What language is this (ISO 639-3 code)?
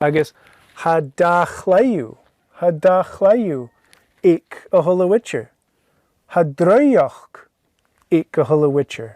gla